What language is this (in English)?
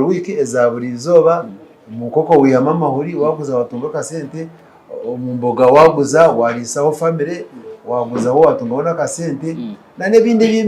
Nyankole